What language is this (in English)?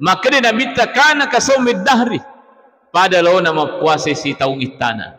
Buginese